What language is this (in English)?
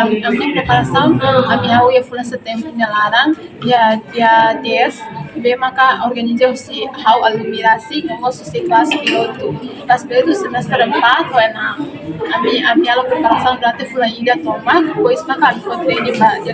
Tetum